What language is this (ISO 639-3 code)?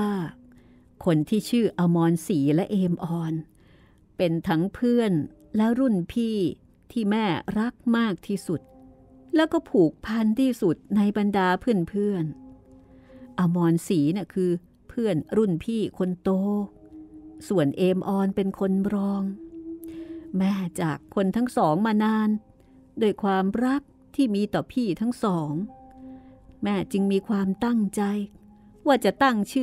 tha